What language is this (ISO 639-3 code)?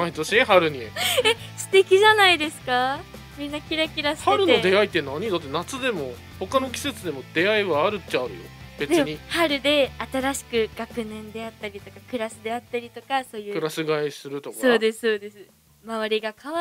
jpn